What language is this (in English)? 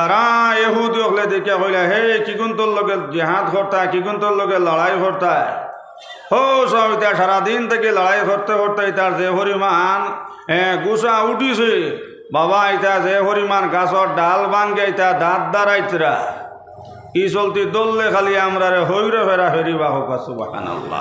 Sylheti